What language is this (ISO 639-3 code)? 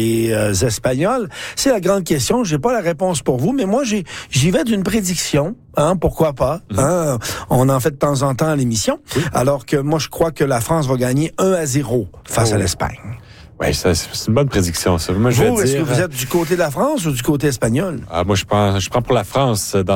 fra